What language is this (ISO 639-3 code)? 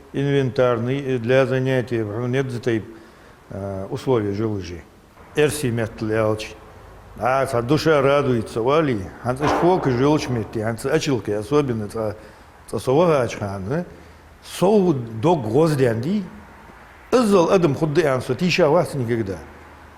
inh